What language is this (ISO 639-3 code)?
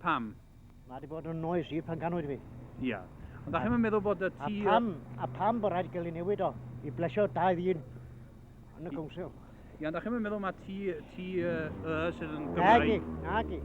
cym